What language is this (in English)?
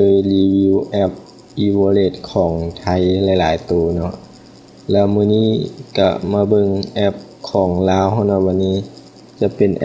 Lao